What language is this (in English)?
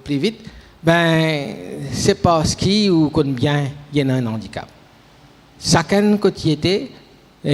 Morisyen